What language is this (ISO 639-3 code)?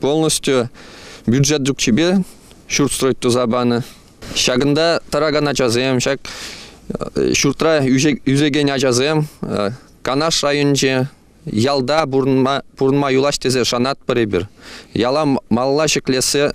chv